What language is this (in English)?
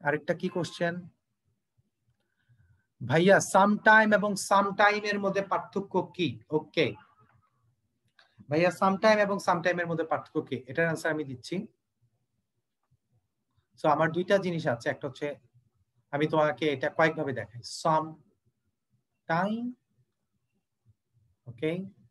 Bangla